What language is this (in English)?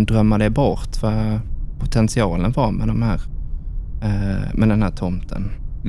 Swedish